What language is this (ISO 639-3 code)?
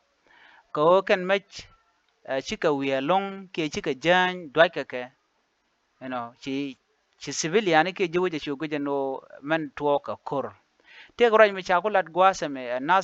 nus